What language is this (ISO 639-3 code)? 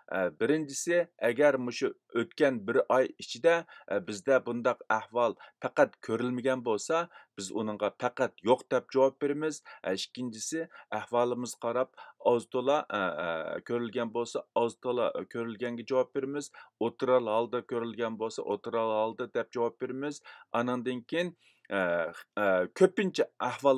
uig